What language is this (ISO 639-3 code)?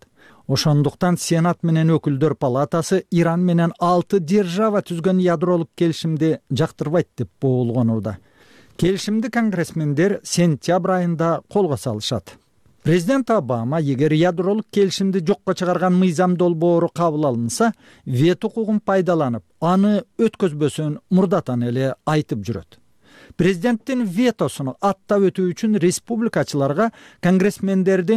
kir